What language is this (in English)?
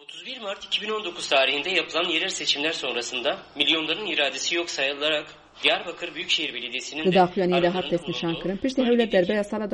Kurdish